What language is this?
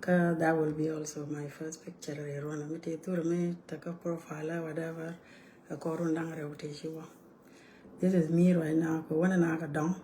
Nuer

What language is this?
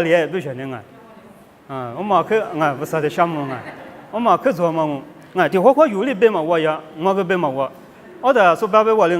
Lisu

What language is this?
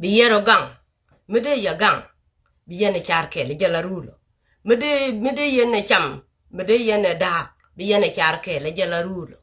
Nuer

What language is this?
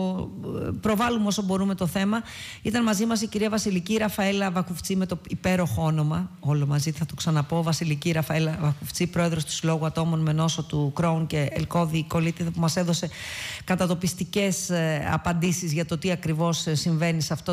Greek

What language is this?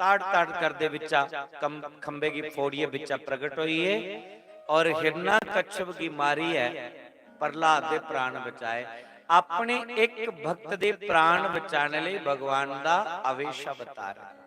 Dogri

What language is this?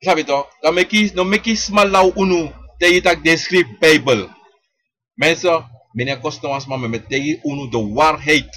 Sranan Tongo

